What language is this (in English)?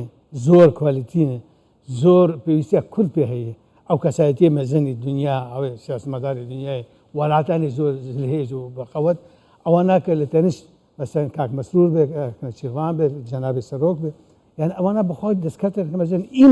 Kurdish